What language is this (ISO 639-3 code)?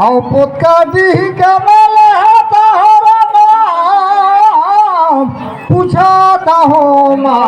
sgj